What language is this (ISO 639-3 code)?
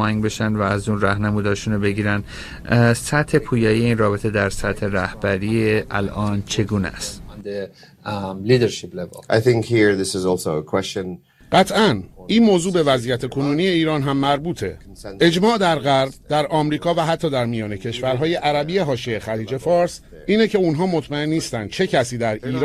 fas